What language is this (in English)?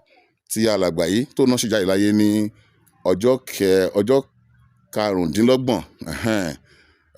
Yoruba